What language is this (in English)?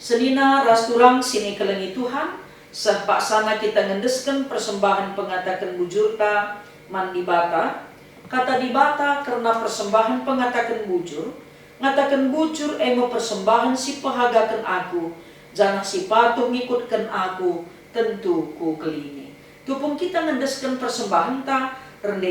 Batak Karo